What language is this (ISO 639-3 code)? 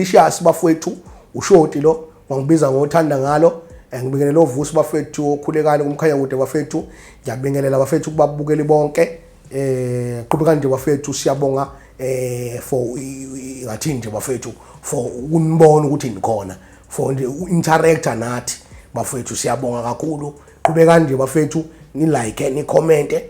zul